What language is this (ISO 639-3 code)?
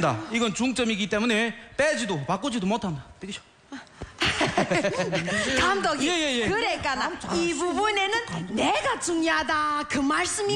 kor